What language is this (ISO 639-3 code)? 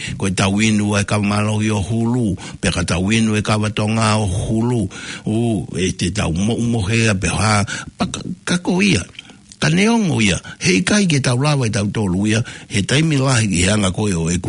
ton